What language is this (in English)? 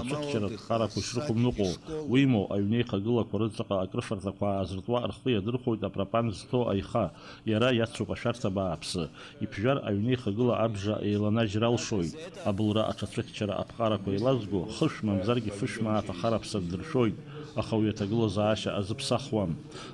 Abkhazian